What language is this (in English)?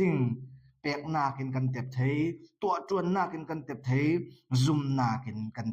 Falam Chin